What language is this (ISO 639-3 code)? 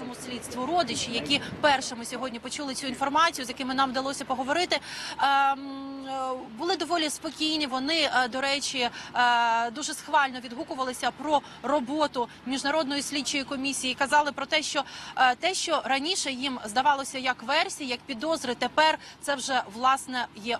ukr